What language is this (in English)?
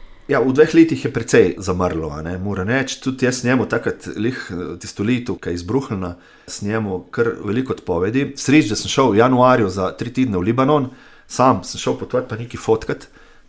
Slovenian